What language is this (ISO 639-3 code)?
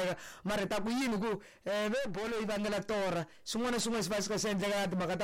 tso